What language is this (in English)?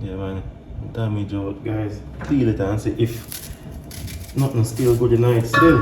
Jamaican Creole English